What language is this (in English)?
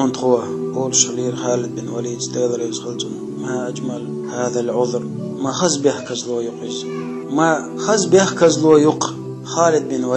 Chechen